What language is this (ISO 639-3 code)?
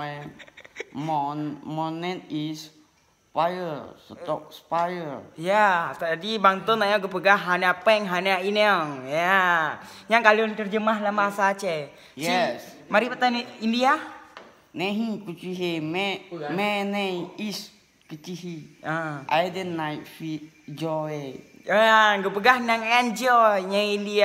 ace